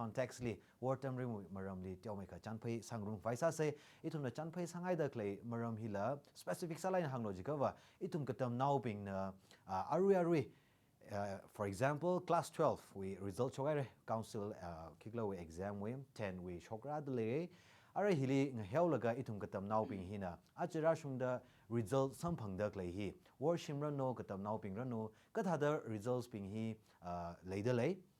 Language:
Tangkhul Naga (India)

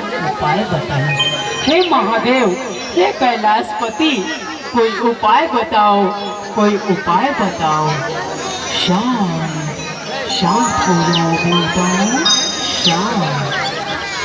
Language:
Chhattisgarhi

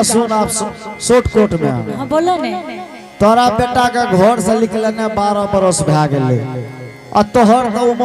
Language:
Angika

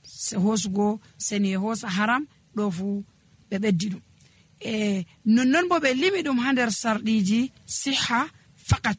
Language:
Nigerian Fulfulde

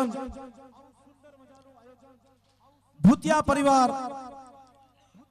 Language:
Gujarati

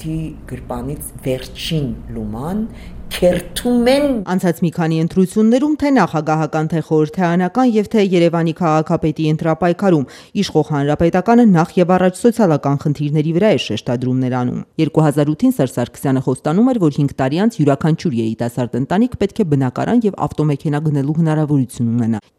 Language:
Armenian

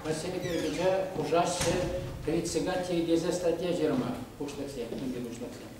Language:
Chuvash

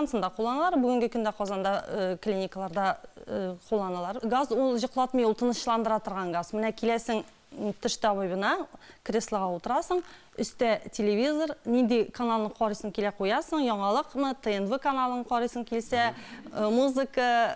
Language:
Tatar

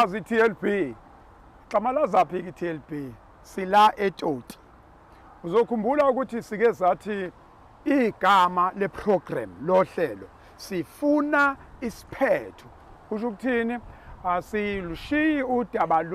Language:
Zulu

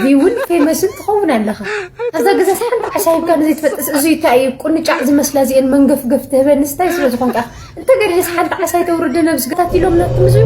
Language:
Tigrinya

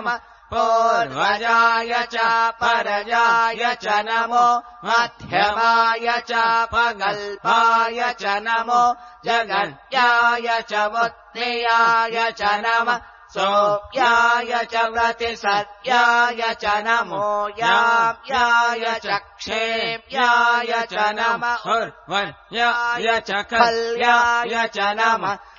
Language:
Sanskrit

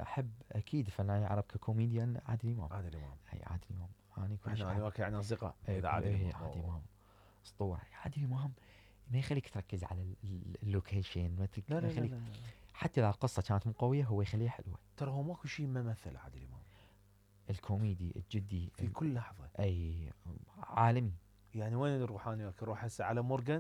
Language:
Mesopotamian Arabic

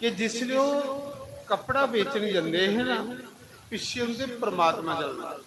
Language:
Dogri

